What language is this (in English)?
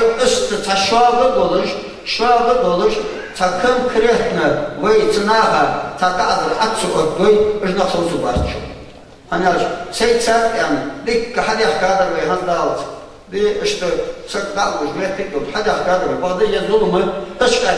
Ingush